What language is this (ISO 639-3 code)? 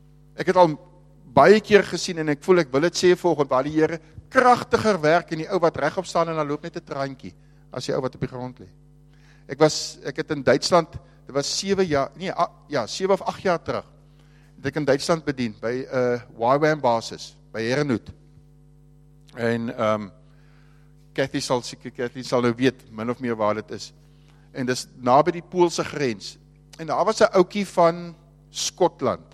afr